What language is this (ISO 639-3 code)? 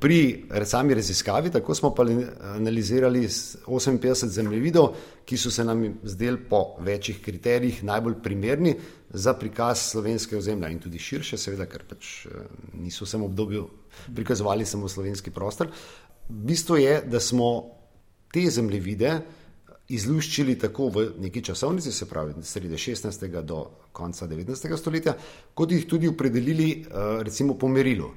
slv